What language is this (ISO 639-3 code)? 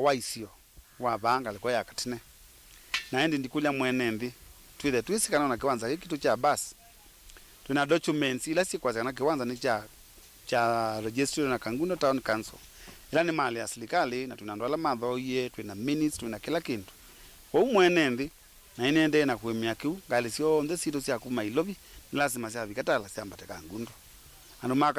kam